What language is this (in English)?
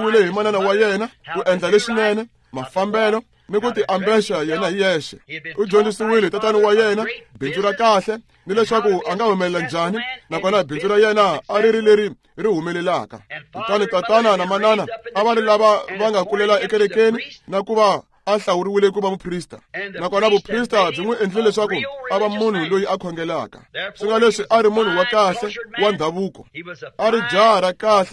Tsonga